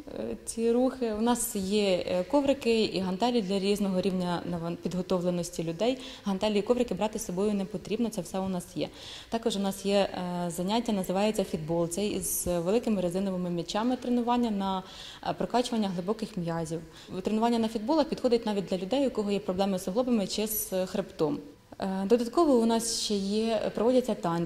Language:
Ukrainian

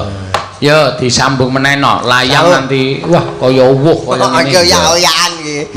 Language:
Javanese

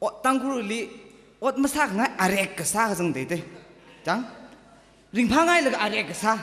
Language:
Tangkhul Naga (India)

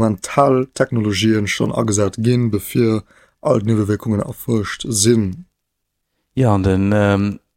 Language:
Luxembourgish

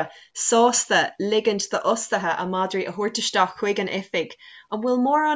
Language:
Irish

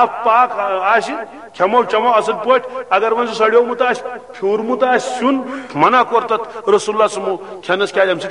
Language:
Kashmiri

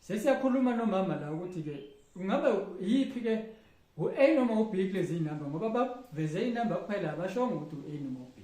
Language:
Zulu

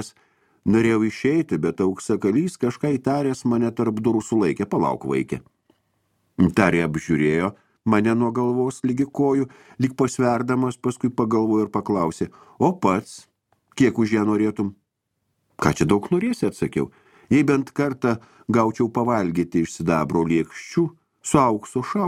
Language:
Lithuanian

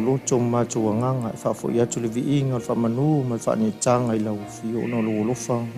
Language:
Samoan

